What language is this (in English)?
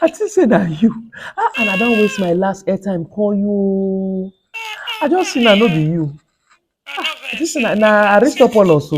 Nigerian Pidgin